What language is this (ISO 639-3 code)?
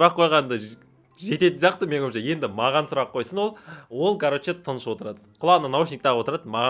kaz